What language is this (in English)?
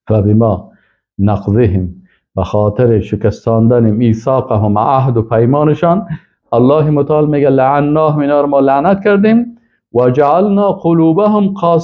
Persian